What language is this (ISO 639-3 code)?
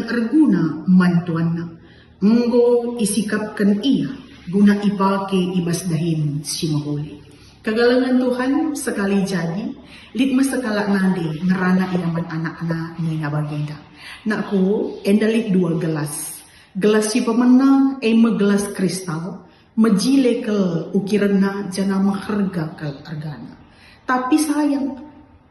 btx